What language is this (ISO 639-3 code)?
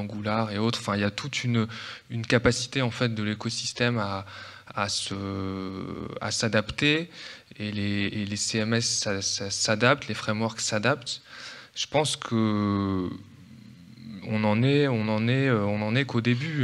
fra